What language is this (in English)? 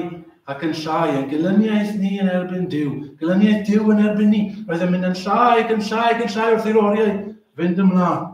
Welsh